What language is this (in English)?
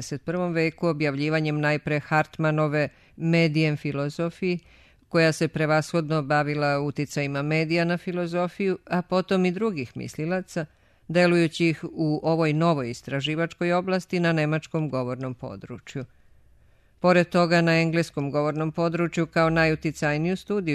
Serbian